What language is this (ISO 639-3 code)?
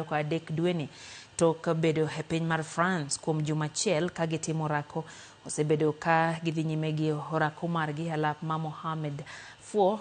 luo